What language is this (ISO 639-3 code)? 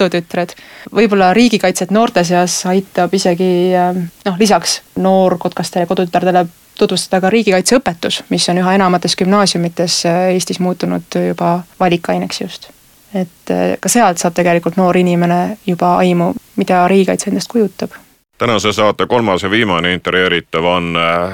est